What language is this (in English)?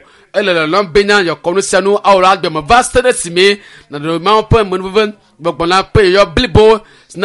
Ewe